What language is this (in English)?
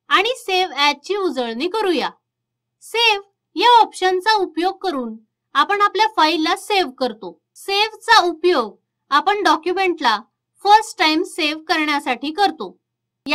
Marathi